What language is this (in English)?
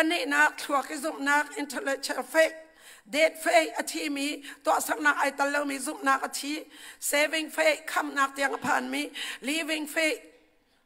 Hakha Chin